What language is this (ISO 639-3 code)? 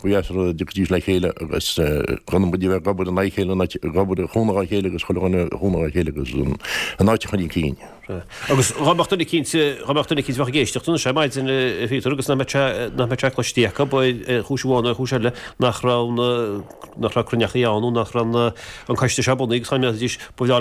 gle